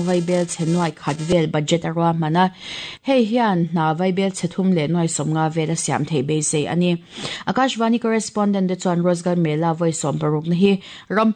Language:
Mizo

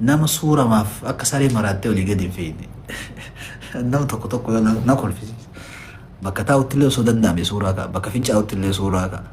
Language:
Oromo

